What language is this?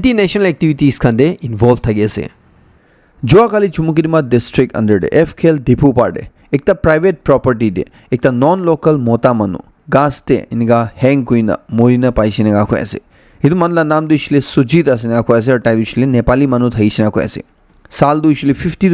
Naga Pidgin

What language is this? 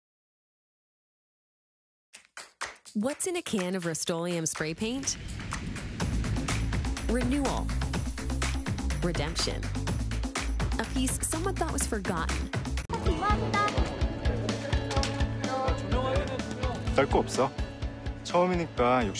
Korean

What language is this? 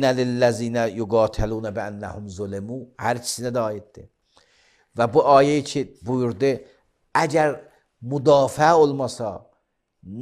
Azerbaijani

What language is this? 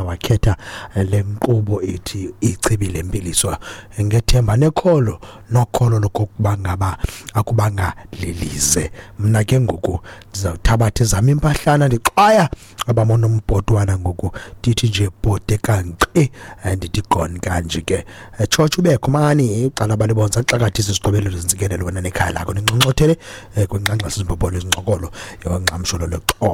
Xhosa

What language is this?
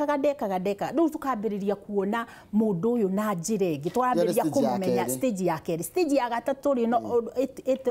Kikuyu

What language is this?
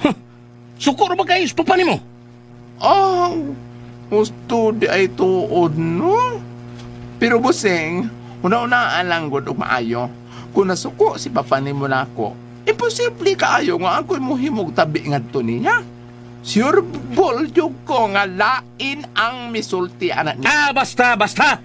Cebuano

